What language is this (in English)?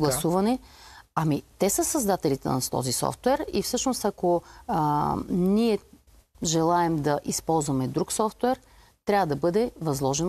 Bulgarian